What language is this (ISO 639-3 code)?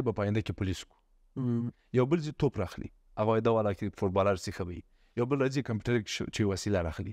pus